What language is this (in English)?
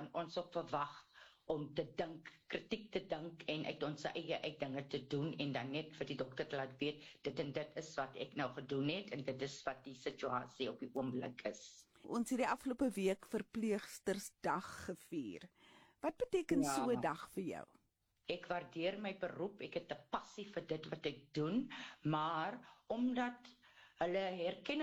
Afrikaans